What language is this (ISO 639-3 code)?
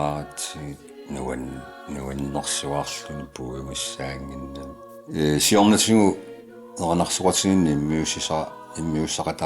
kal